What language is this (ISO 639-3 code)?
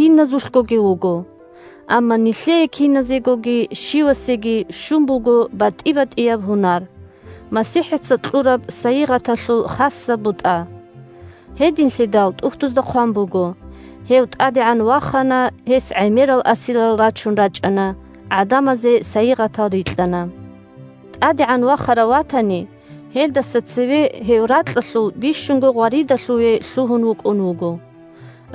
ava